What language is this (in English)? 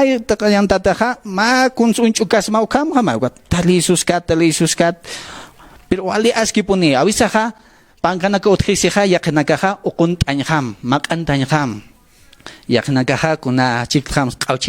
Aymara